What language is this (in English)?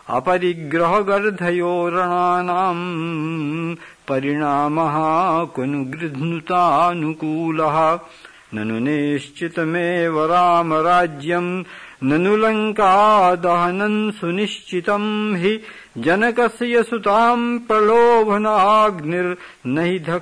Sanskrit